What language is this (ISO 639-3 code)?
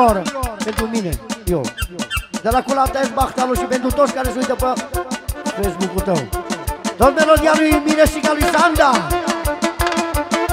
ron